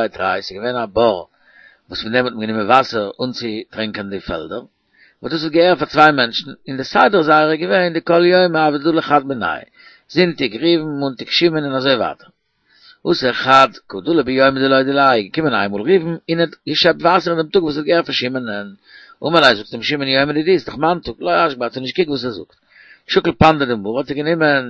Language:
Yiddish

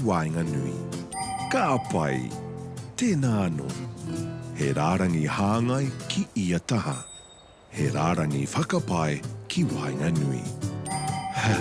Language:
Māori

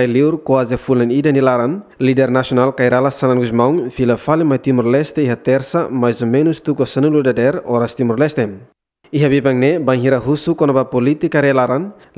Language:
Tetum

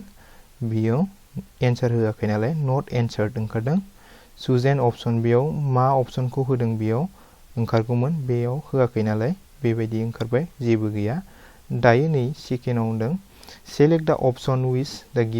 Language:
Bodo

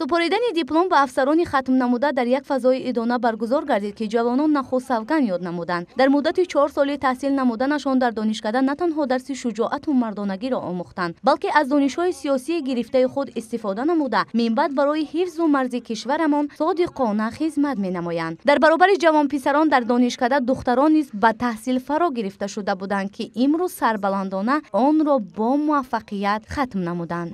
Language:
Tajik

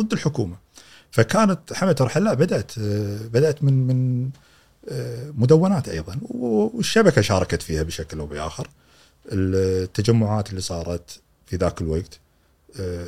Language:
Gulf Arabic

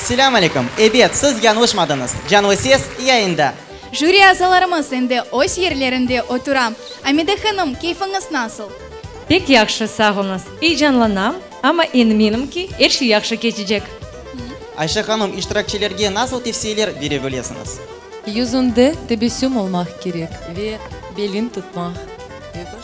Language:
Crimean Tatar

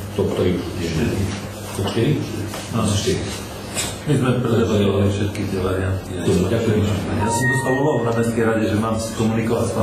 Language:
Slovak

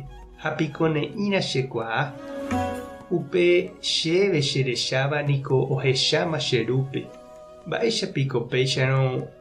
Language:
Guarani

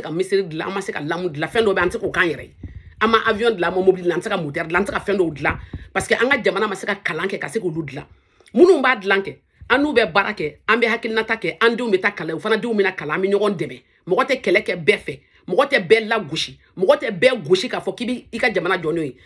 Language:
Bambara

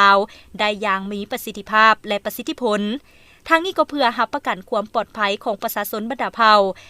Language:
Lao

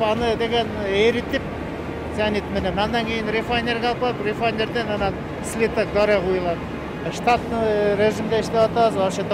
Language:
Kyrgyz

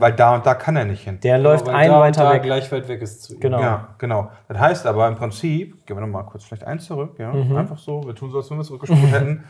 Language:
German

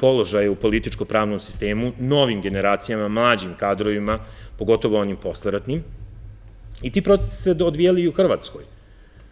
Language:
Serbian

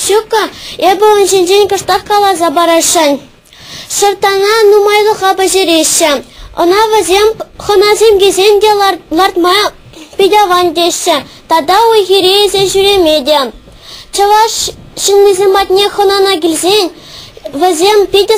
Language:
Chuvash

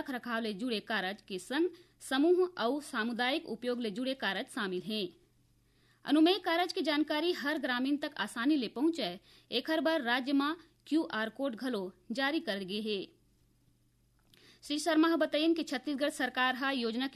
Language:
Chhattisgarhi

